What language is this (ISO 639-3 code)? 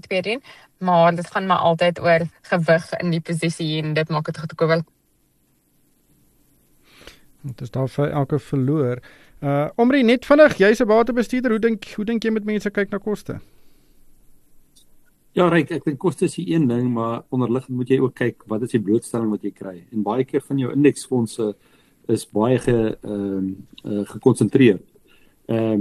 afr